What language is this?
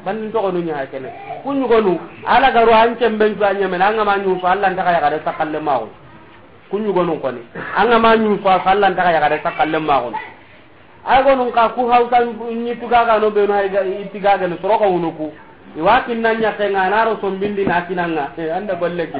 Soninke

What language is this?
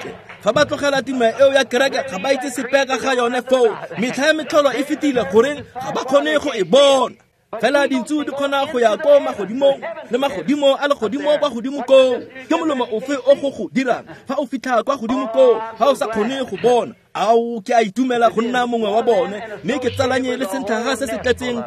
Tswana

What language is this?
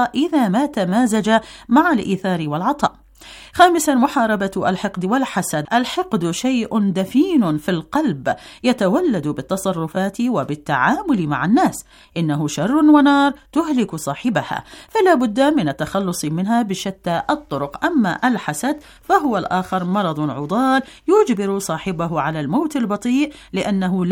Arabic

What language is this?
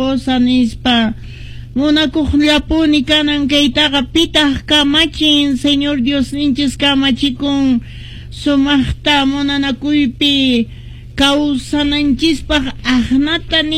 Quechua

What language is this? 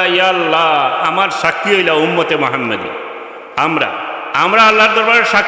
Sylheti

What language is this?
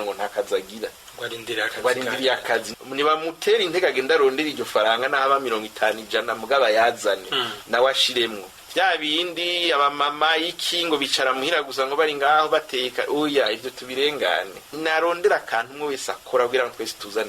Rundi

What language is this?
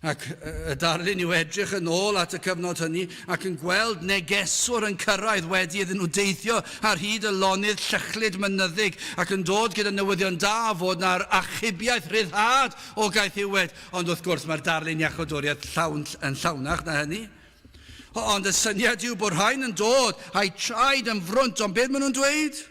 Welsh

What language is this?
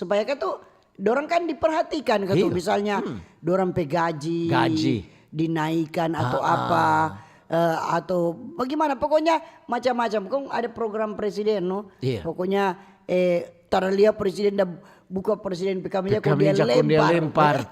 Manado Malay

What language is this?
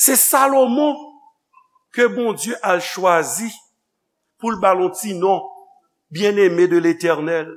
Haitian Creole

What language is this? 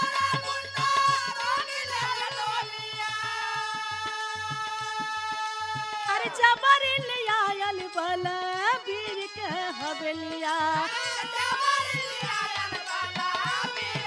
Bhojpuri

